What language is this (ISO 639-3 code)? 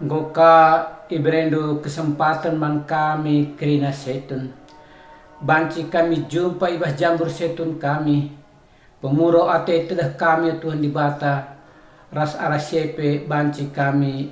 btx